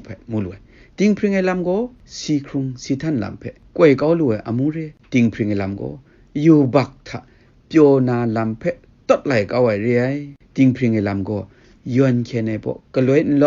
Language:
Kachin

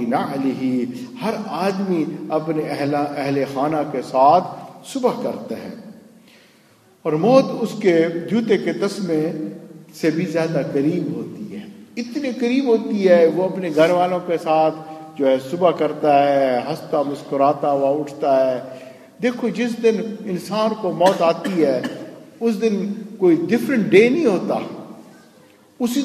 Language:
Urdu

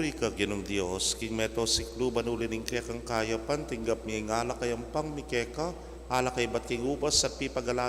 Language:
Pampanga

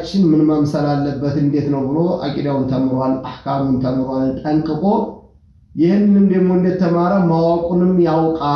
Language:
Amharic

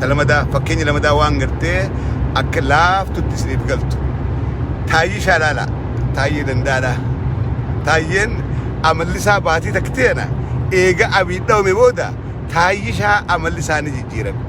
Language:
Oromo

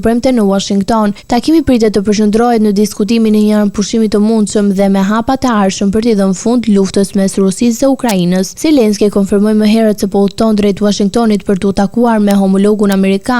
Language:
Albanian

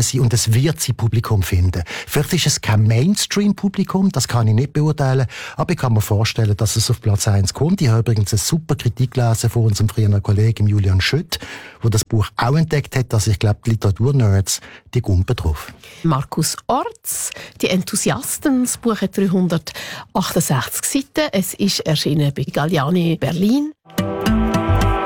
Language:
German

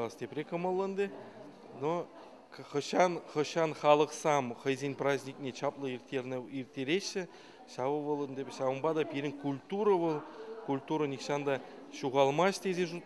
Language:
Chuvash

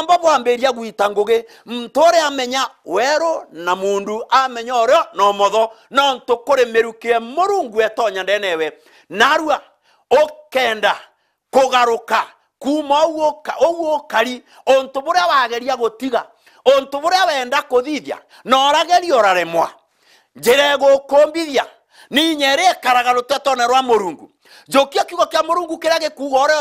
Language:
Meru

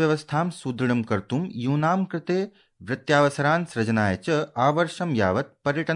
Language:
Sanskrit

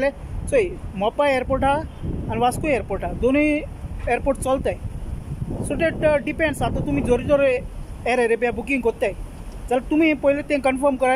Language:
Konkani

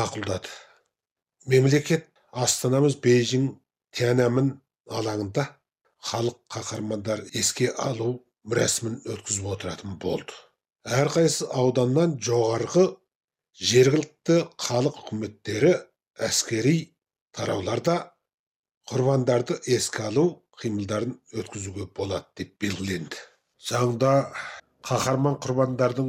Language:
Kazakh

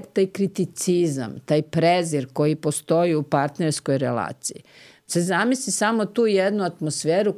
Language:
Serbian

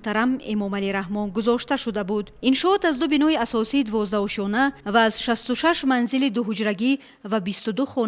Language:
Tajik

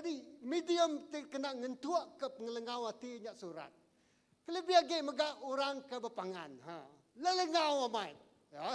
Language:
Iban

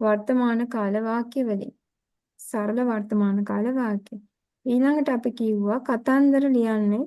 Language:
Sinhala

